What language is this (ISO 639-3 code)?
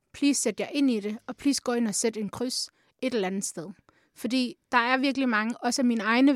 dan